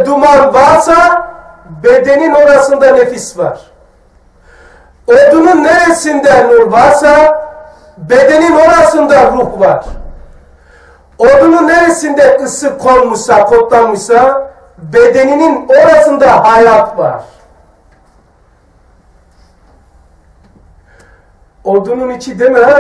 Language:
Turkish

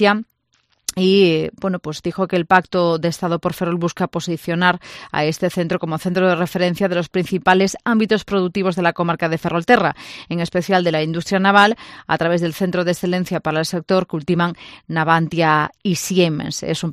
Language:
Spanish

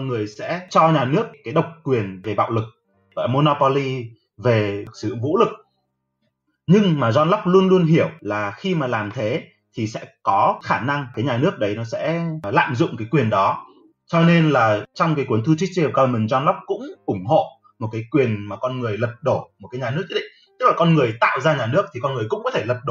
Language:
Vietnamese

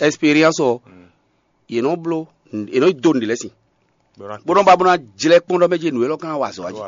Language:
Fon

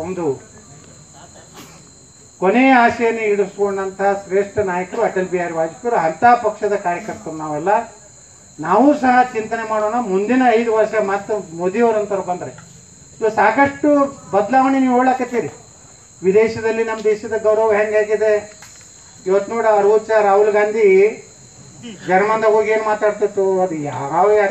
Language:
Kannada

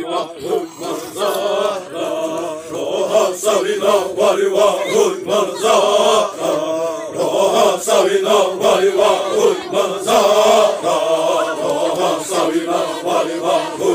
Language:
Xavánte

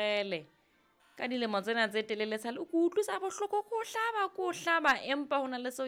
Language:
Southern Sotho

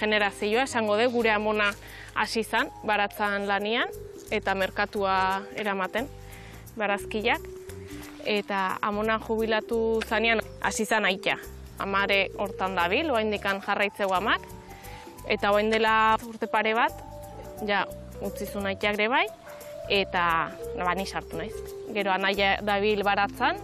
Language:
Basque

